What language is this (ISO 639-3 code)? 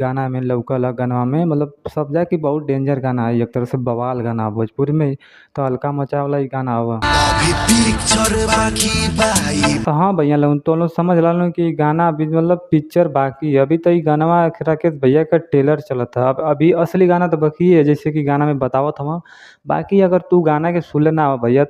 bho